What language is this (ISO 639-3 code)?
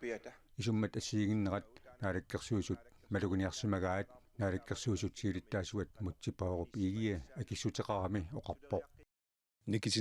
kal